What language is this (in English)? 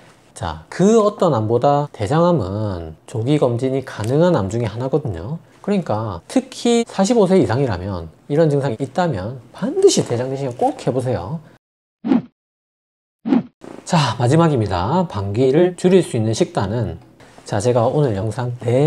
Korean